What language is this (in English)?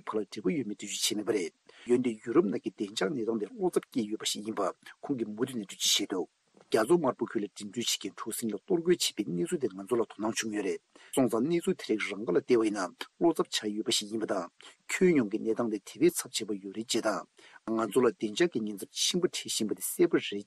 Tibetan